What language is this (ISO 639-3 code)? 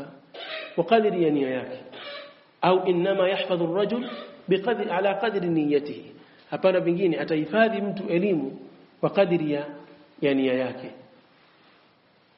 swa